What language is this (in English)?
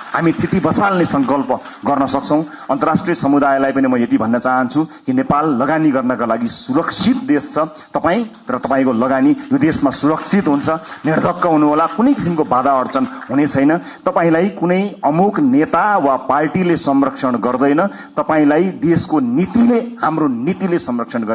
Nepali